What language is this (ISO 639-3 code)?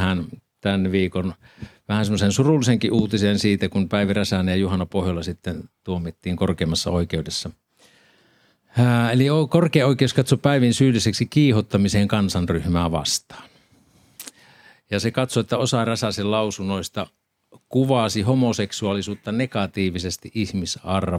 fin